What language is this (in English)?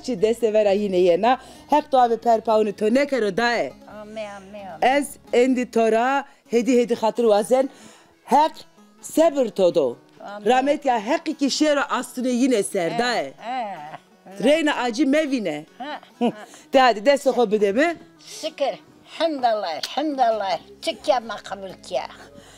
Zaza